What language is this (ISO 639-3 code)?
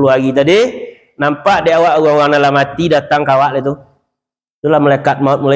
min